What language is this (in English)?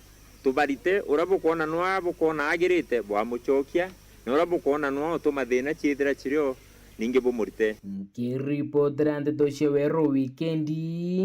Meru